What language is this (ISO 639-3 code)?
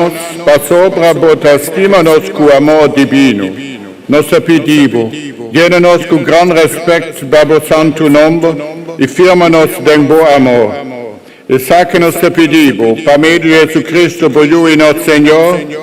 pap